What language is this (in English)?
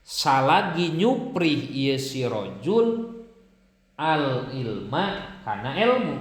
Sundanese